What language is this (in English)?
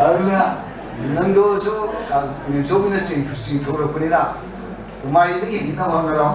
Manipuri